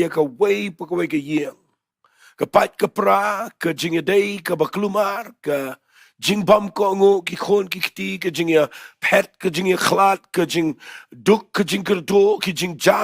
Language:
Khasi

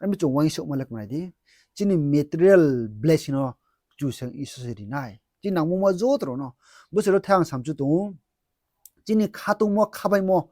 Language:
Riang (India)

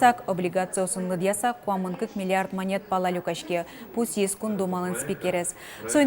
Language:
Udmurt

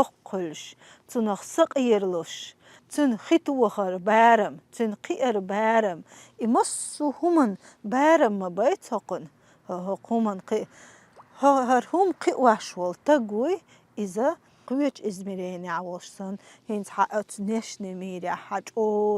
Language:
Chechen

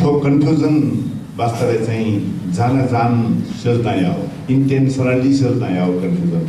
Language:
Newari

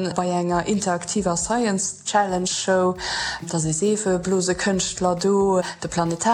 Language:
Luxembourgish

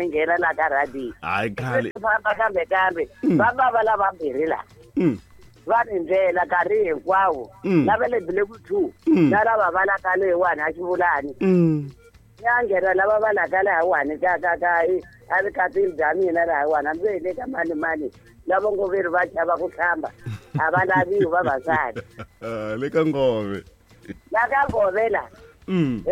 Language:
Tsonga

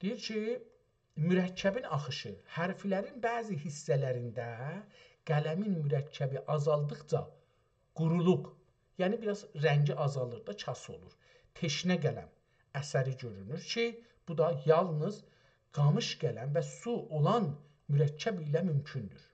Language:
South Azerbaijani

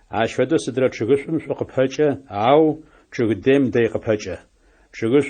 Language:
Adyghe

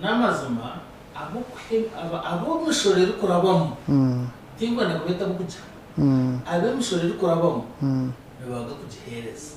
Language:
Nyankole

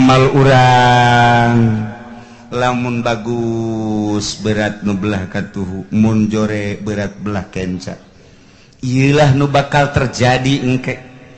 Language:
Sundanese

